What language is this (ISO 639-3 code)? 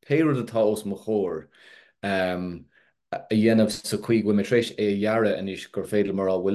gle